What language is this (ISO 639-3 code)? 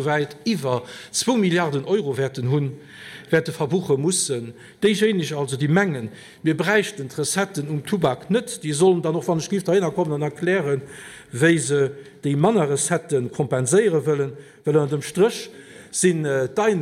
ltz